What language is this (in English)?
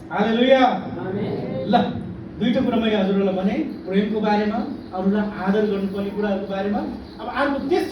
Nepali